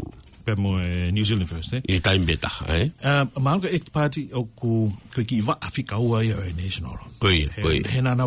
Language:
Tongan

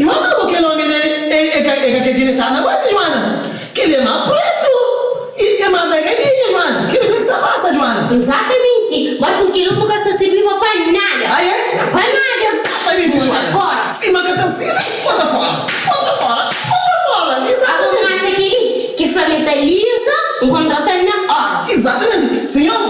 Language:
Kabuverdianu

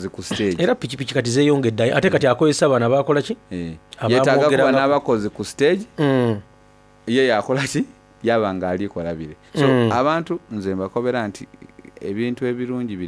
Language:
Soga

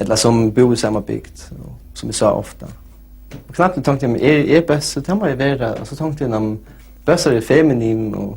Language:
Faroese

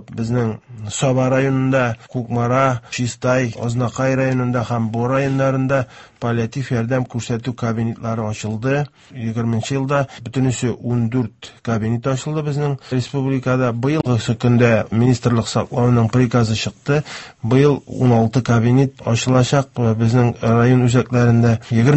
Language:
Tatar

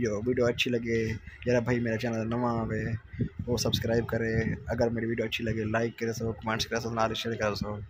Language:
Saraiki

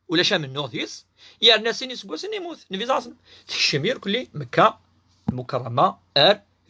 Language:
Kabyle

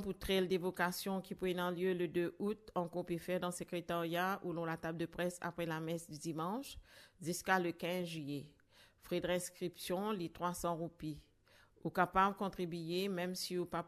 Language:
Morisyen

